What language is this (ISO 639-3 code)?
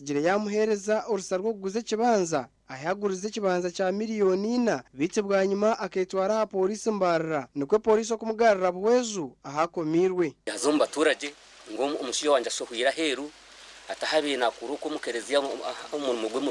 nyn